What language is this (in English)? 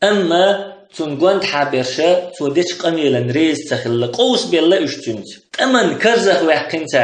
Chechen